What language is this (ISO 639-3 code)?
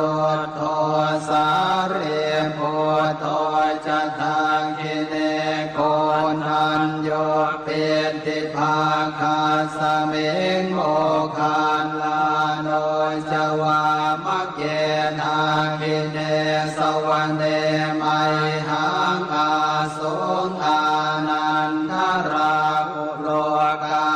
pli